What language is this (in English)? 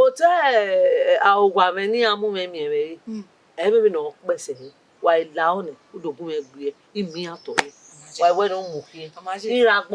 Bini